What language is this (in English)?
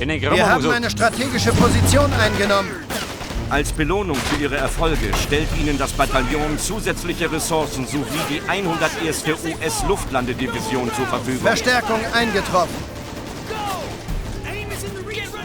Bavarian